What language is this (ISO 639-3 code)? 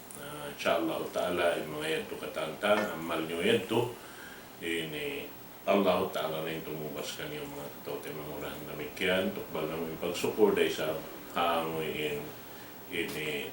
tsg